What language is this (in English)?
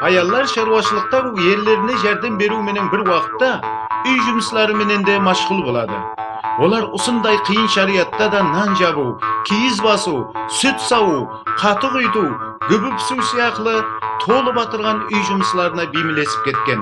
Kara-Kalpak